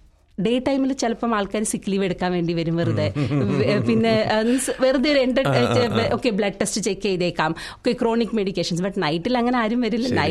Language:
Malayalam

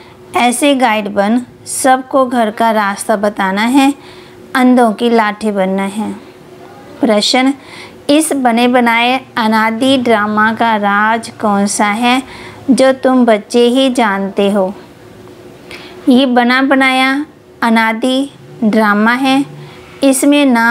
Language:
Hindi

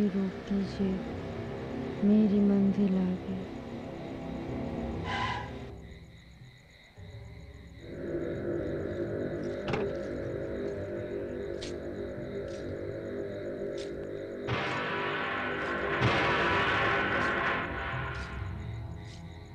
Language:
Hindi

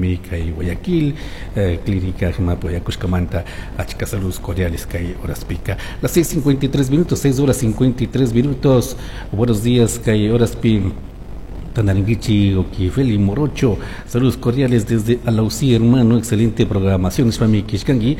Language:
Chimborazo Highland Quichua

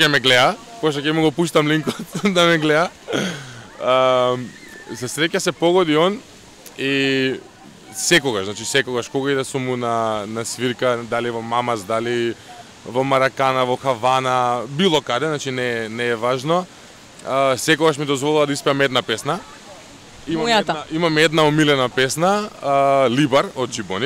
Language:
Macedonian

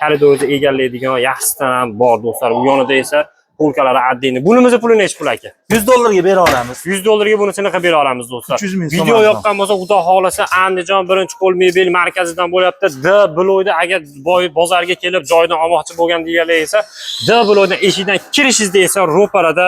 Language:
Uzbek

